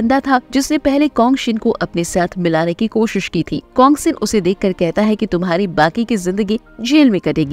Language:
Hindi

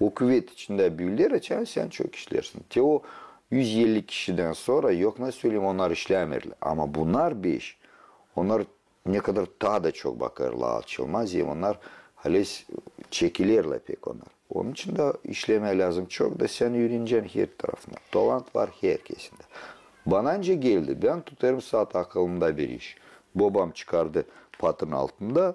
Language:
Gagauz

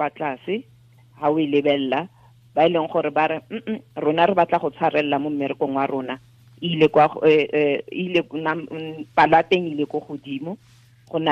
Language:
Tswana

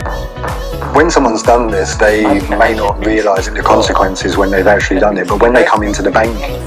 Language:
English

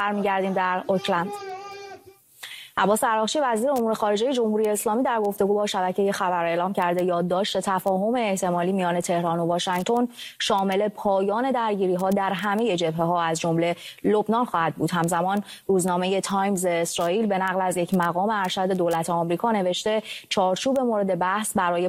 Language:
Persian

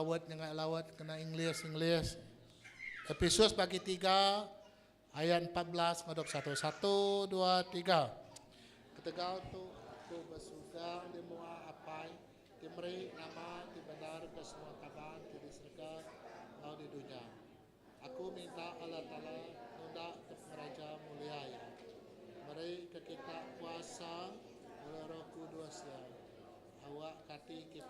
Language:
Iban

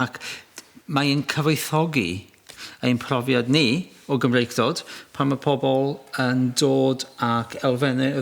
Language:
Welsh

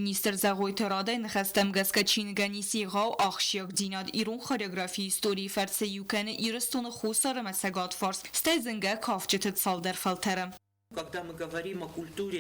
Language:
Ossetic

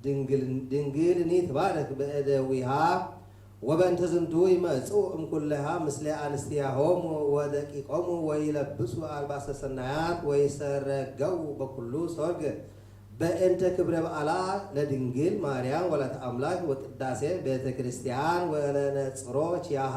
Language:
Geez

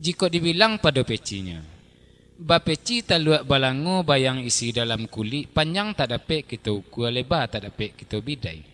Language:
Minangkabau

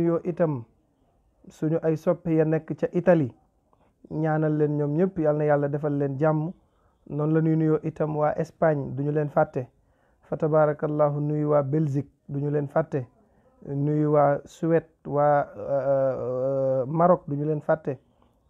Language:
Wolof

